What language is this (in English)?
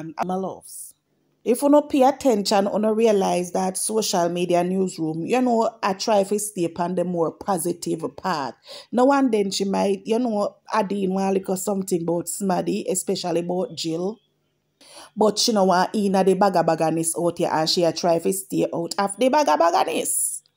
Jamaican Creole English